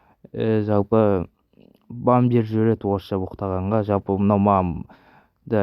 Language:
Kazakh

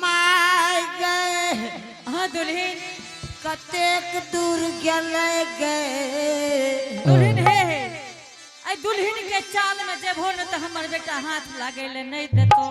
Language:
Angika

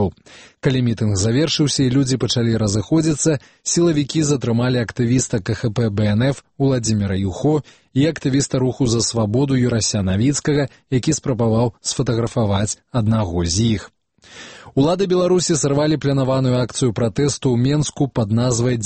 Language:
Belarusian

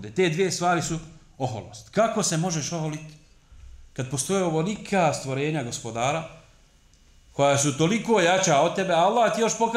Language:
Bosnian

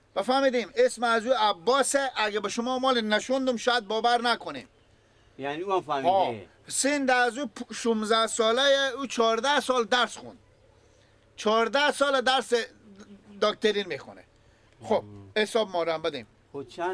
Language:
Persian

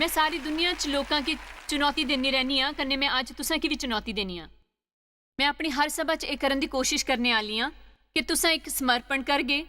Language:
Dogri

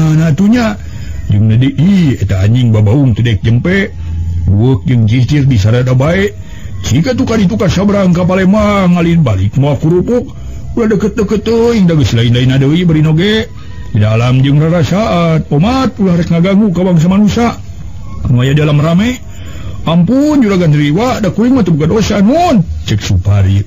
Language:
Sundanese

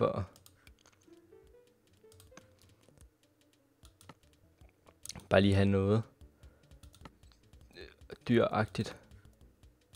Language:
Danish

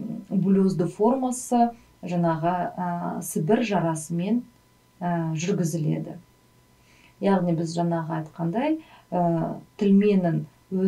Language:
Kazakh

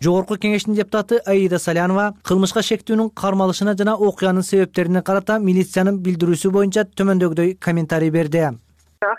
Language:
Kyrgyz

